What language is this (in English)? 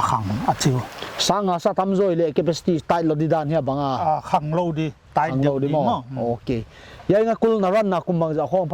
Paite Chin